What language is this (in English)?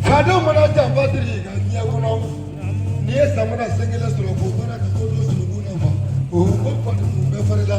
Bambara